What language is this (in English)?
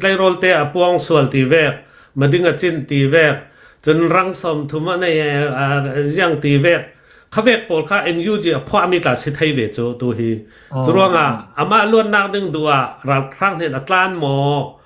Hakha Chin